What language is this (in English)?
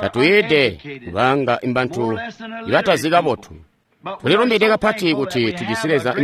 Tonga (Zambia)